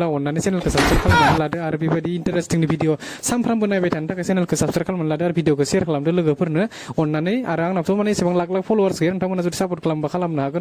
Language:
Bodo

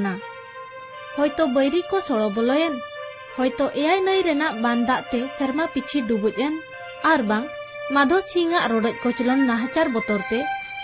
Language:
Santali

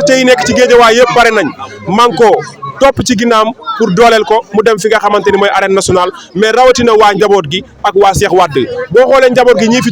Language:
Wolof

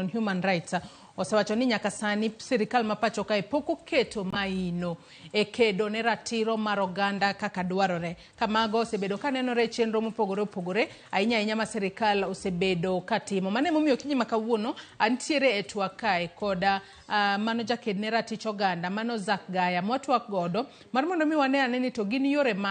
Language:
Luo (Kenya and Tanzania)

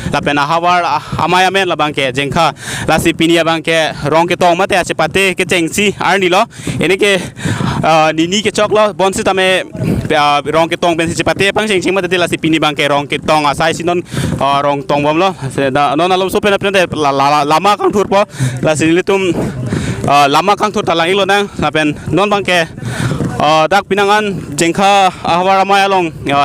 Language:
Karbi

